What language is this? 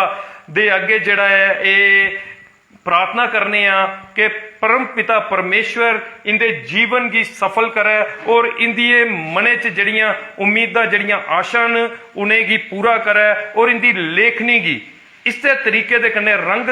Dogri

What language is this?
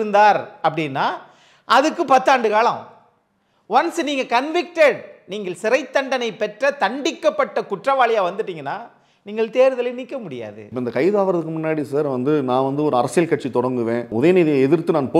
Tamil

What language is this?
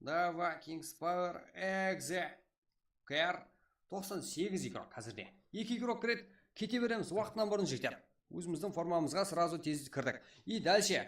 Kara-Kalpak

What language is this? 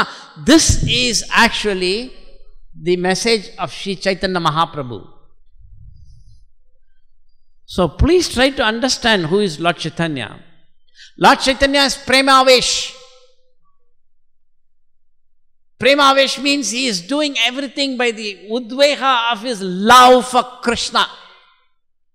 English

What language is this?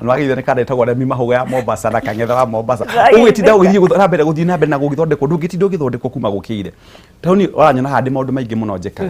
Kikuyu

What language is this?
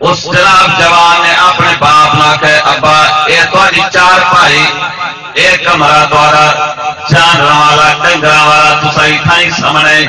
Saraiki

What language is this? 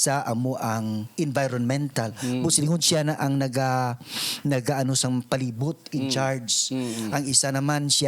Hiligaynon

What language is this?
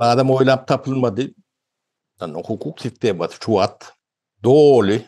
Turkmen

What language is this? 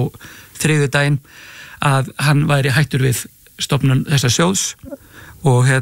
Icelandic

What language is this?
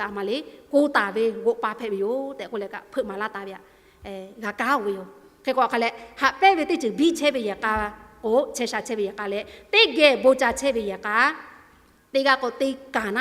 Lahu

